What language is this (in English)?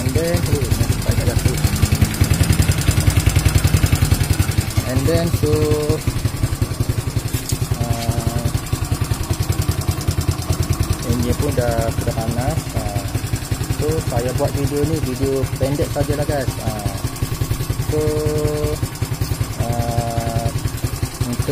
Malay